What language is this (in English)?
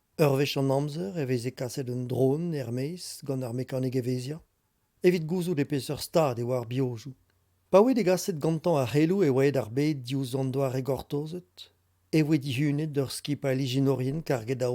Breton